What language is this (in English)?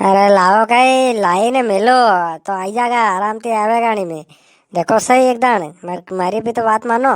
Rajasthani